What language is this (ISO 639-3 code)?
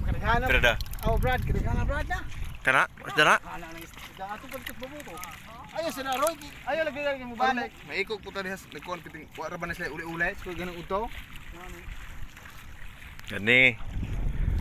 ceb